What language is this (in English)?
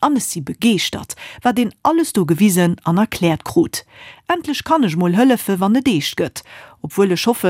Luxembourgish